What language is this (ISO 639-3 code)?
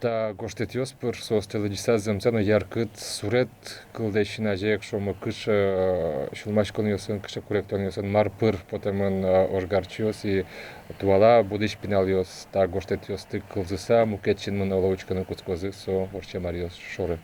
udm